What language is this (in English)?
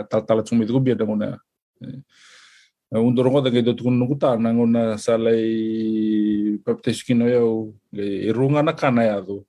Fijian